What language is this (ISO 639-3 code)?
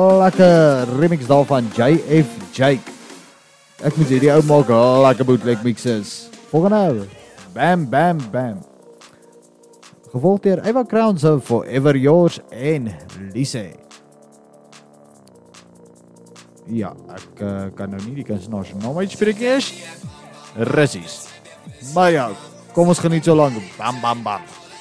afr